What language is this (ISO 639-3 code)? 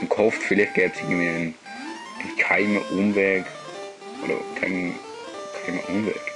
gsw